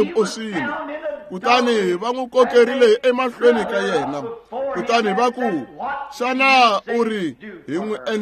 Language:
Tsonga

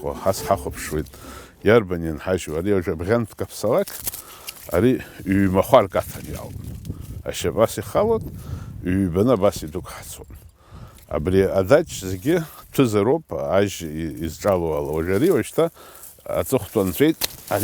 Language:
Abkhazian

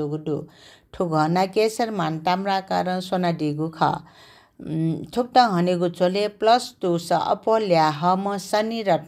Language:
Newari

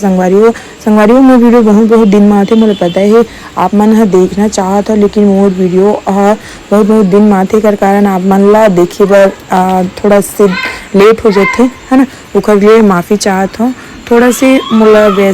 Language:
Chhattisgarhi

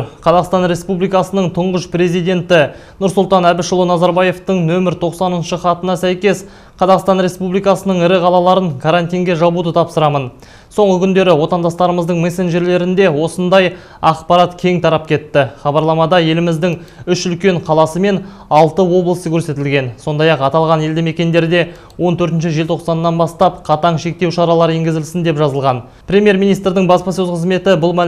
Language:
Kazakh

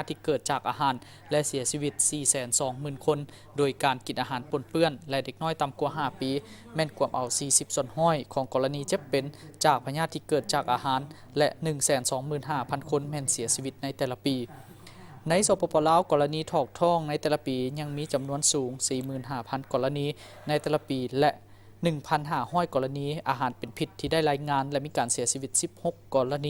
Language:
Lao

